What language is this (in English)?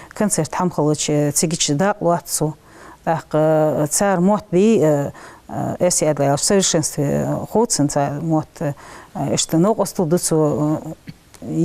Ingush